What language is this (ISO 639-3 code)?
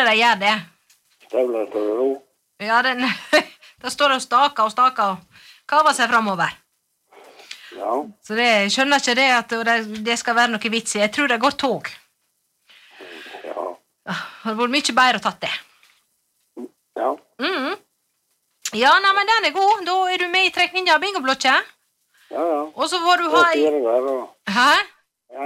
nor